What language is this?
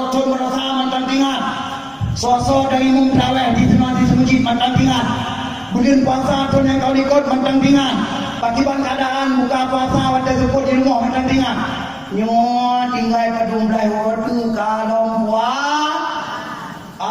Achinese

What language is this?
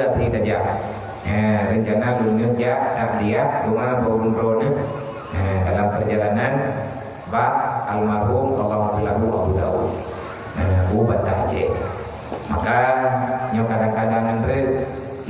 Achinese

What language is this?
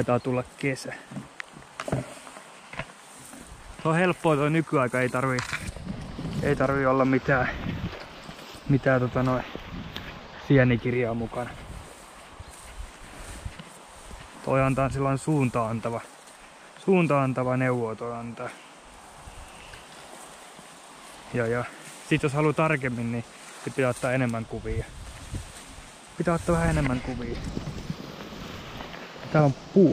Finnish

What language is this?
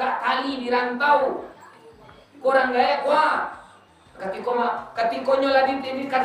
Minangkabau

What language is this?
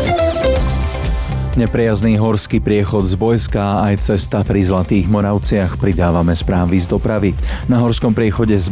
Slovak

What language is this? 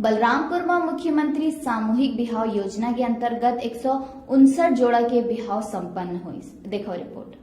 Chhattisgarhi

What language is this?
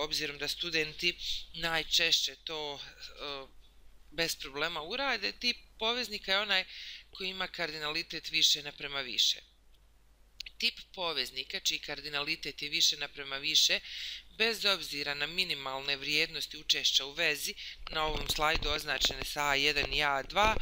Bosnian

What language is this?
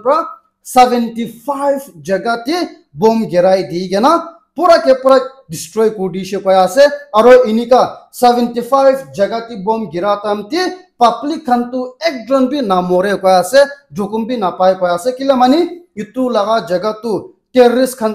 Naga Pidgin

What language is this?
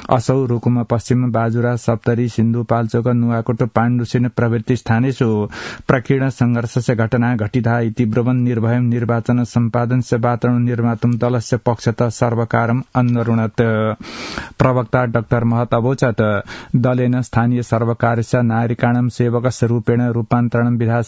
Sanskrit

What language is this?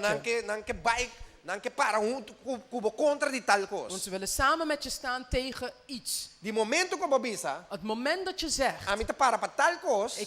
Papiamento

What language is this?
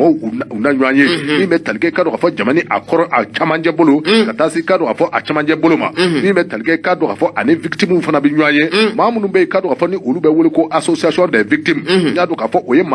Bambara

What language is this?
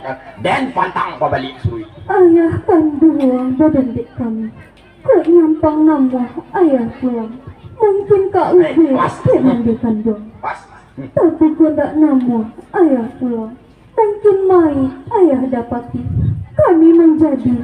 Minangkabau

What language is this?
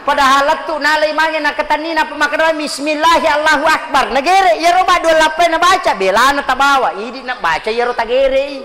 Buginese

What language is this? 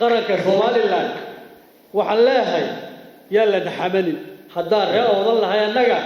Somali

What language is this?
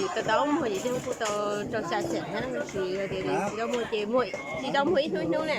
Hmong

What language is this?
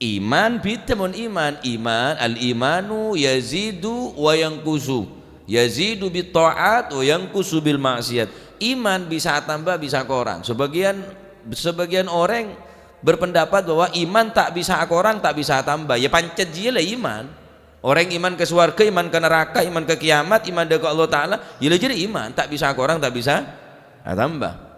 Madurese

